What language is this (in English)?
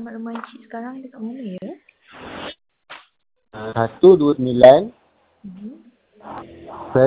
Malay